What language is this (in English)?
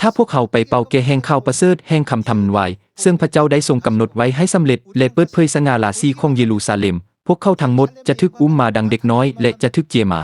Lao